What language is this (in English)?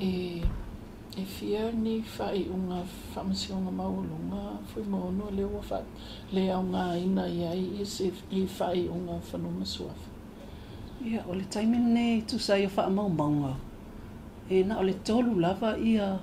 Samoan